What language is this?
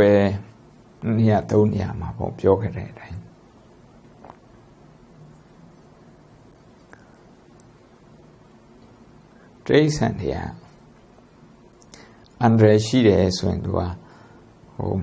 Burmese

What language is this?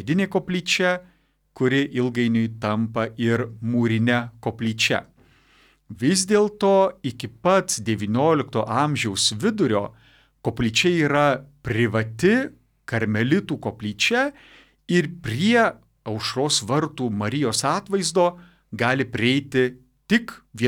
Lithuanian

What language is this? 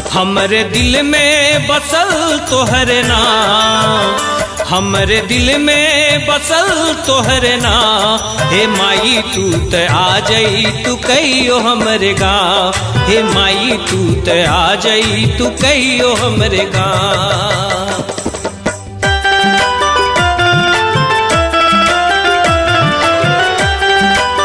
Bhojpuri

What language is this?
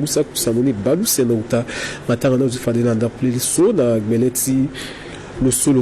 Sango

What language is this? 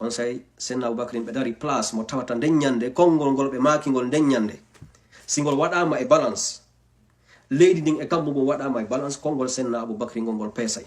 Fula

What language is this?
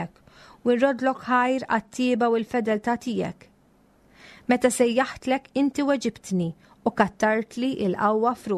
Maltese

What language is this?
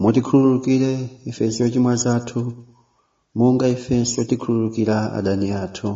Nyanja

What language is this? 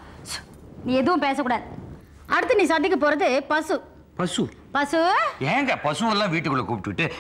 Tamil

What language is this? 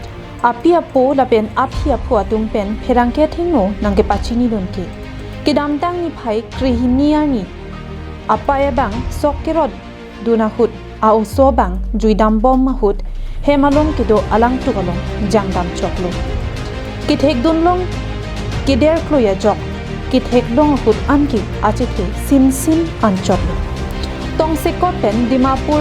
Karbi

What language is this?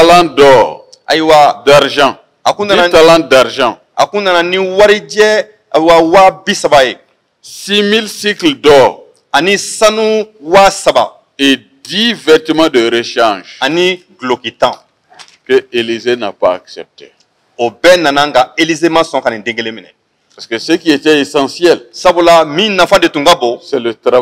Bambara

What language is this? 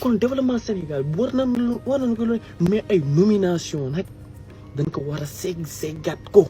Wolof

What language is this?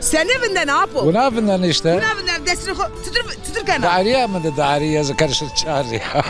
Zaza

